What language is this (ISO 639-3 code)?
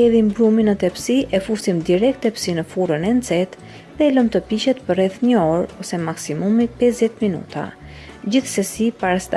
sqi